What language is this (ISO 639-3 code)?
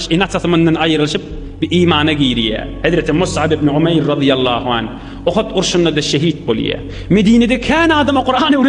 tuk